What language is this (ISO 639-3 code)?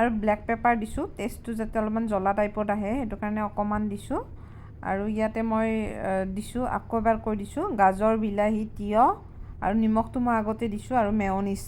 asm